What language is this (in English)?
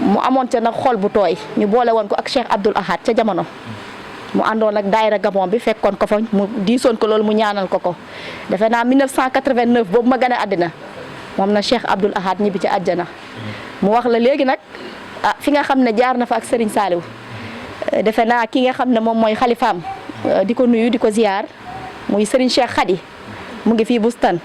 Wolof